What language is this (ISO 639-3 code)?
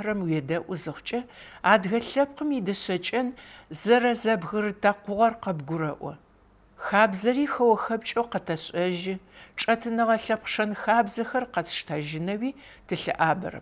ady